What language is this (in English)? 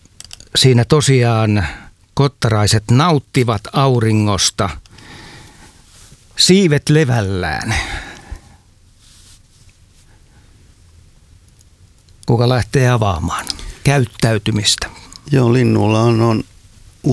Finnish